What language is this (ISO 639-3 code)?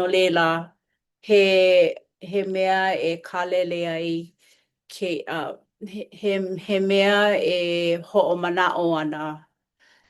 haw